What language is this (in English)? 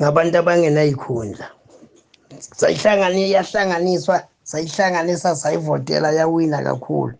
Zulu